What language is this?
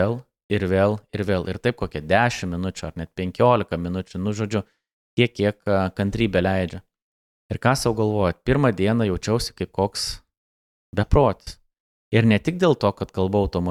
Lithuanian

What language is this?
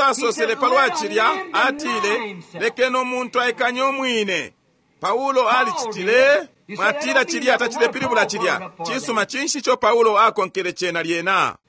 Bemba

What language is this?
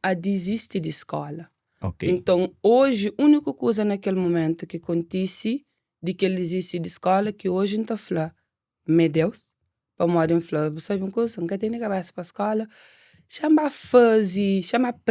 Kabuverdianu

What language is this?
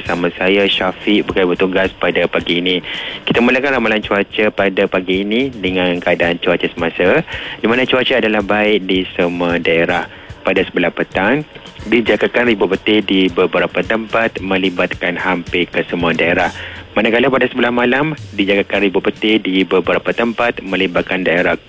Malay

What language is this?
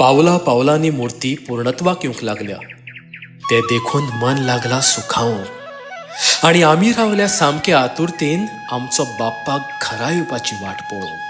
Konkani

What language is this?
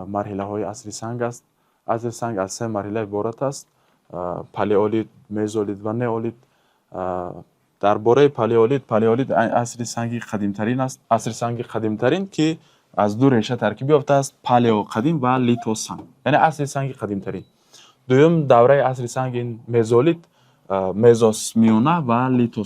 Tajik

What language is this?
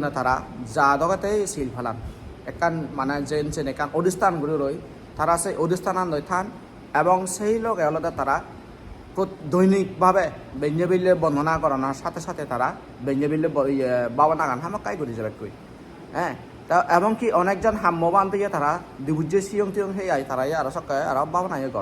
Chakma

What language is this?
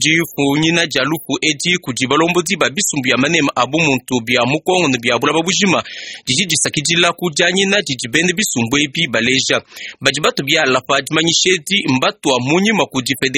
Luba-Lulua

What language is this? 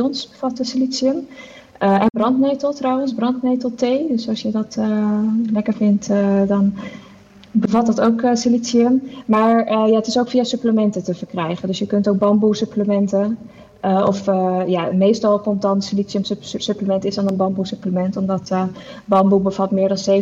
Dutch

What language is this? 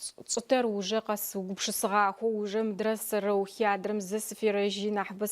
Adyghe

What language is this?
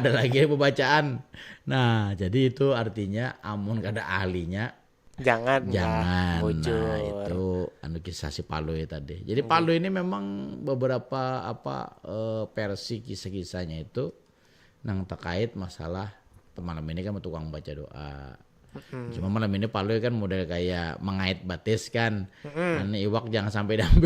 Banjar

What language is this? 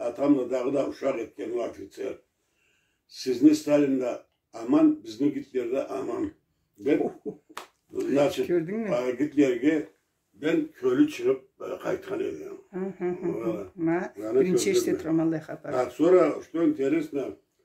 Karachay-Balkar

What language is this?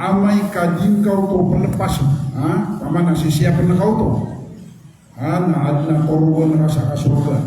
Maranao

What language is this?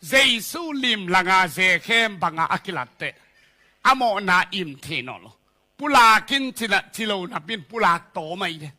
Tedim Chin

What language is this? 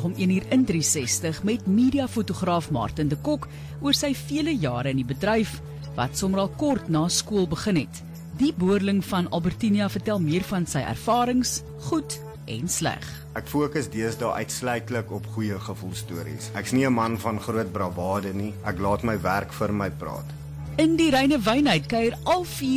Afrikaans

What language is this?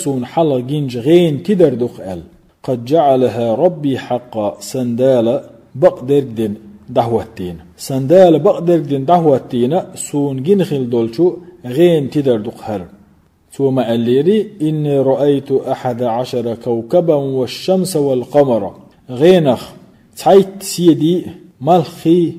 Chechen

